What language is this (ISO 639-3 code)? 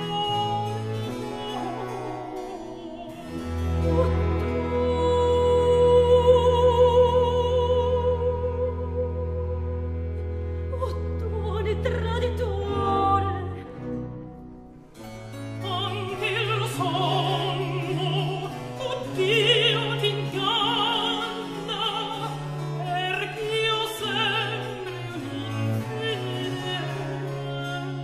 ita